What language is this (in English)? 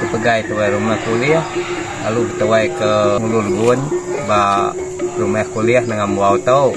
Iban